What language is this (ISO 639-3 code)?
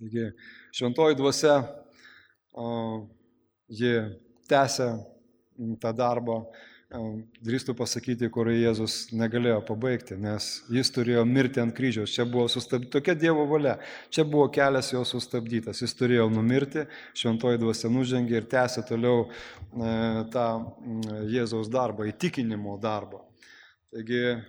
lit